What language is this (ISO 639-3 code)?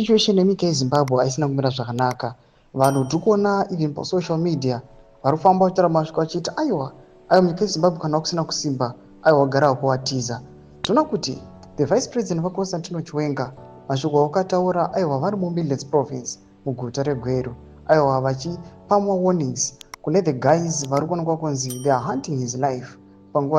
sna